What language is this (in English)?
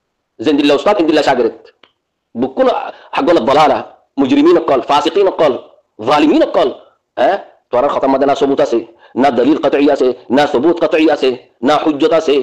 Rohingya